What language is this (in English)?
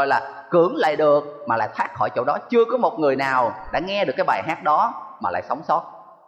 Vietnamese